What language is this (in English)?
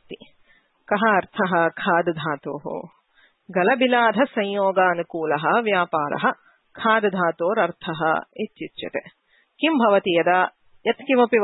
Sanskrit